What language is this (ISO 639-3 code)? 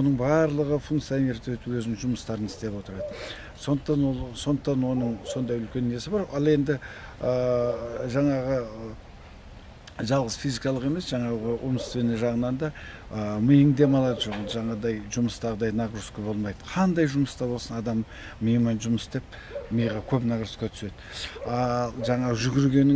kaz